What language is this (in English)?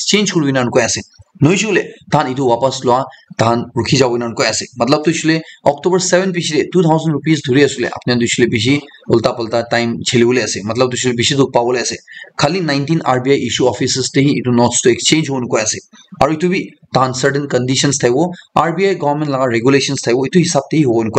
Naga Pidgin